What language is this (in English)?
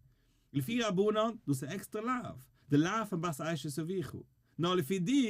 Yiddish